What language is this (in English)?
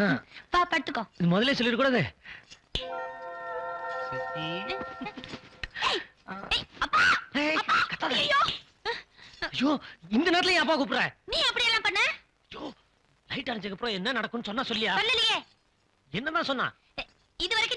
Tamil